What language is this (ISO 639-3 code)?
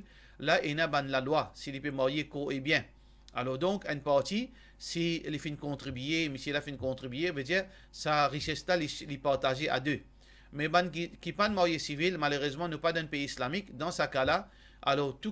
mfe